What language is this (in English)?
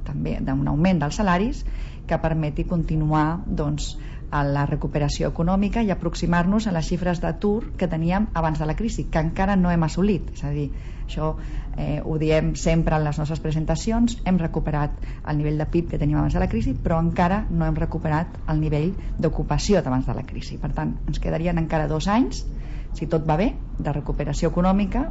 Catalan